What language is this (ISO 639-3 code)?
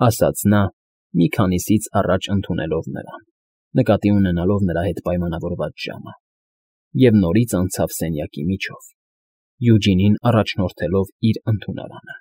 hye